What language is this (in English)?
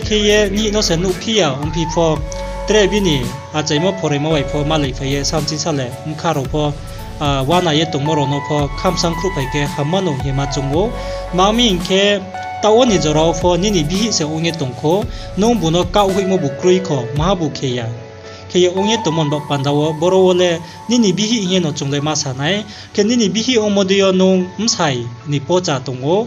Riang (India)